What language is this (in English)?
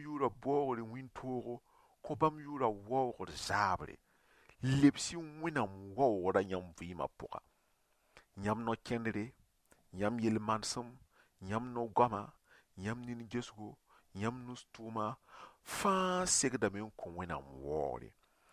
Mossi